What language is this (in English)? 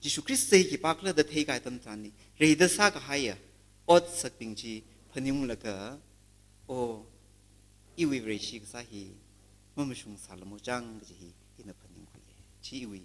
Tangkhul Naga (India)